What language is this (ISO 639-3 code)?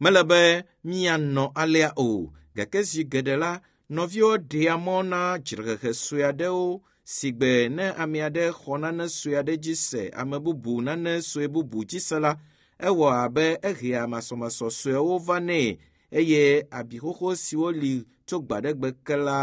ewe